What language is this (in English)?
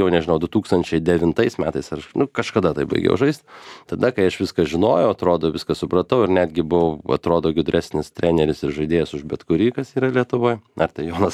Lithuanian